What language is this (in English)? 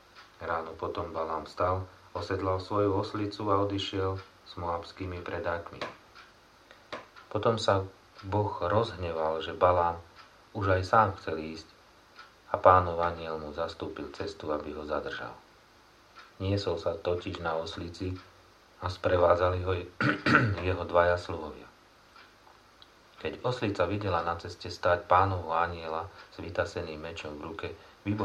Slovak